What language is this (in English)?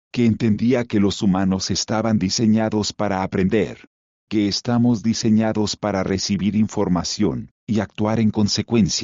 Spanish